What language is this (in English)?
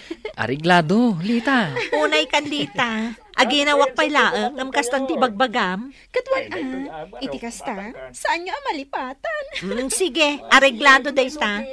Iloko